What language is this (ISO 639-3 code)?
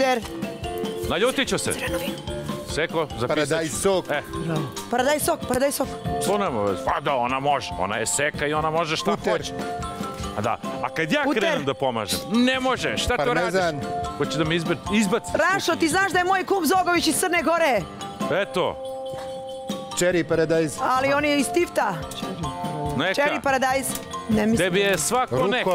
srp